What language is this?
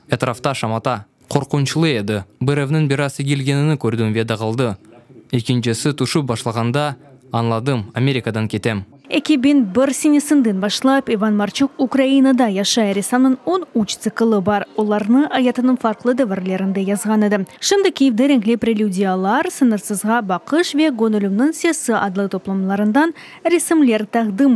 Crimean Tatar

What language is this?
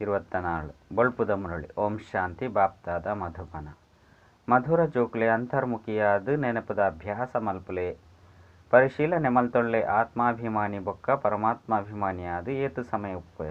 Tulu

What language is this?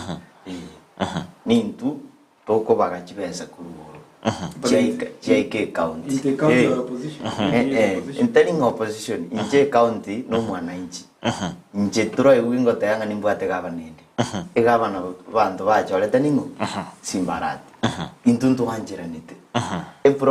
Gusii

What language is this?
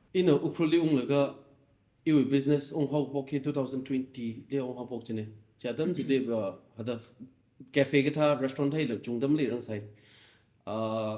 Tangkhul Naga (India)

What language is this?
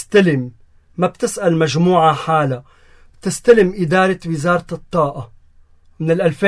North Levantine Arabic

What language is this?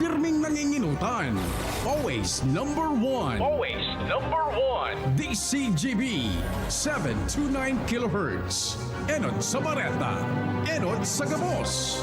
Bikol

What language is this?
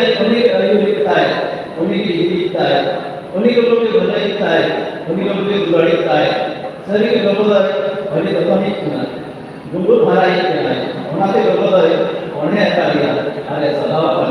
Santali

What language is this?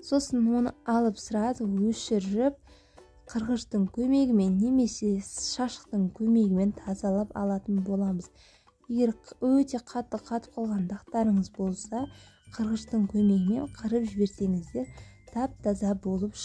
Kazakh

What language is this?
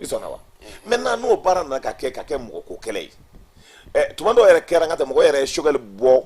Bambara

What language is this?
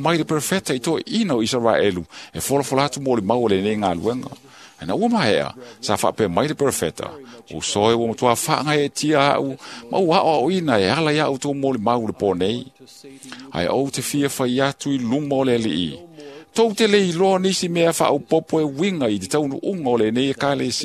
Samoan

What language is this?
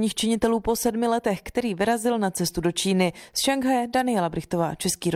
Czech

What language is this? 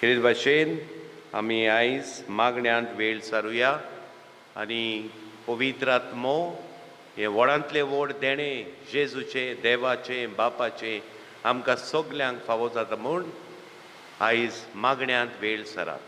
Konkani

